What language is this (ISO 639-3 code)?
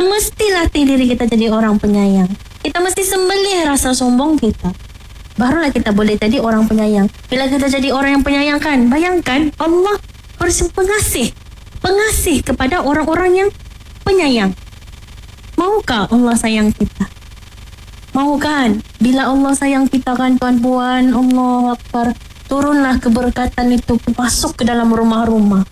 msa